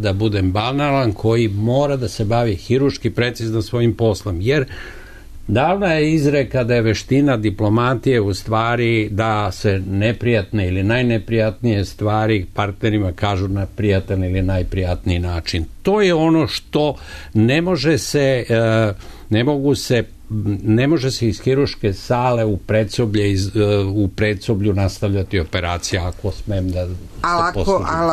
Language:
Serbian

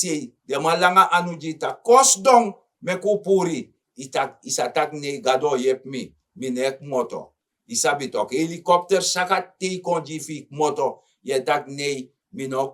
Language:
Sranan Tongo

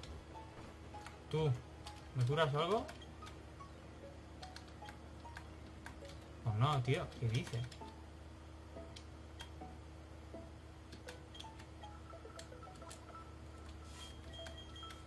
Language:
Spanish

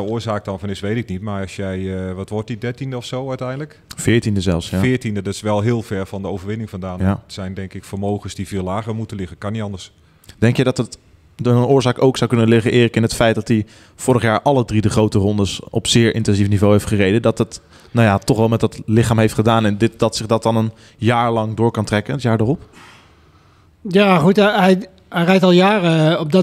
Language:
Dutch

